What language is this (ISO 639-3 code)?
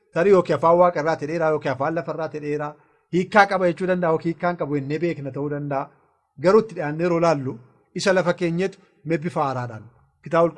orm